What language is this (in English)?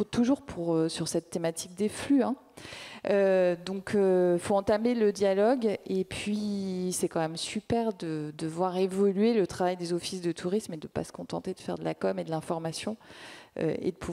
French